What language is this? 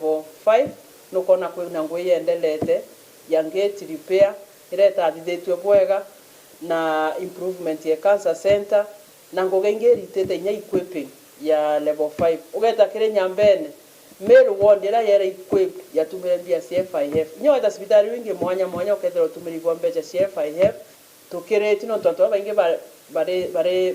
Meru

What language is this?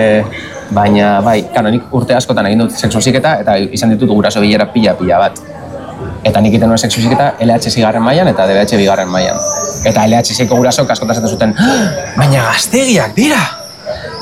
Basque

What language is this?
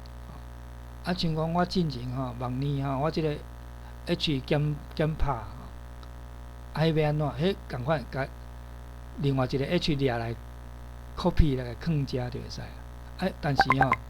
Min Nan Chinese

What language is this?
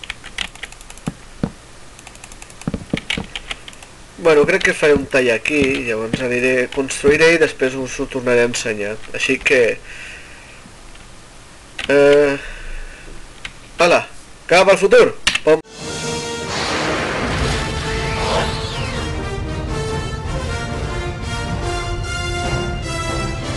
Catalan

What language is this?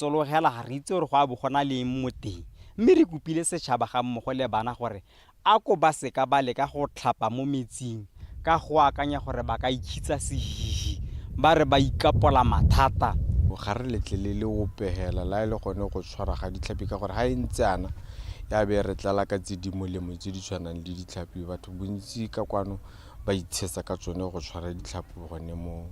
Tswana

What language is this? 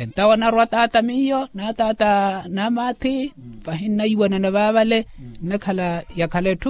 Makhuwa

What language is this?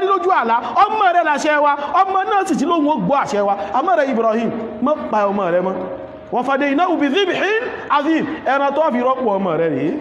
Yoruba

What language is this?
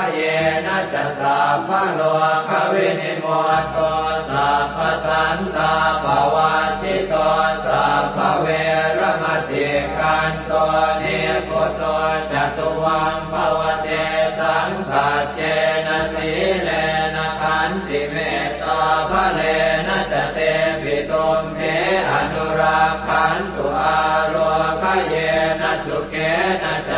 Pali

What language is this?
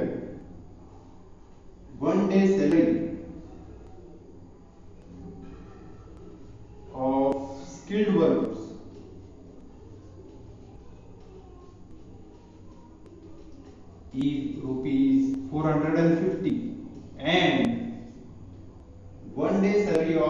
Marathi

